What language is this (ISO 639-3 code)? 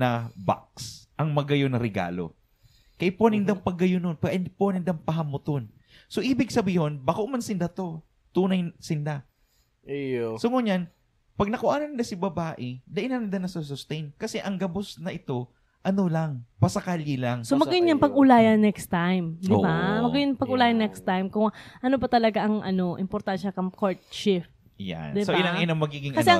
bik